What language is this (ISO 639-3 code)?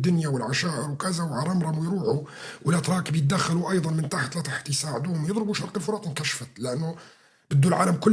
apc